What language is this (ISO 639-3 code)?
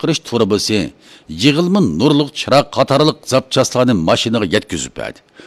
uig